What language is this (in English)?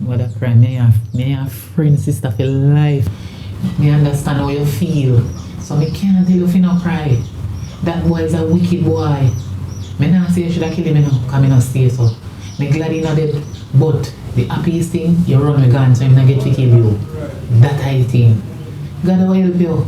Jamaican Creole English